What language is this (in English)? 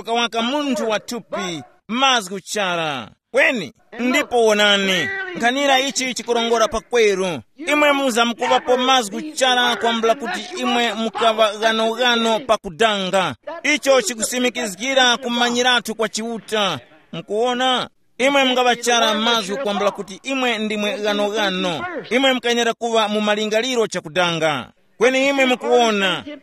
Tumbuka